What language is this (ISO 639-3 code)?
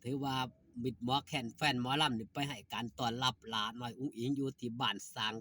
lao